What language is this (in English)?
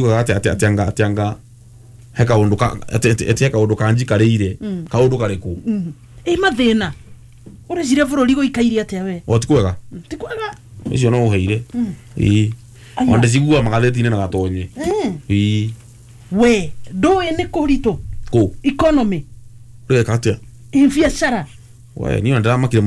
Kikuyu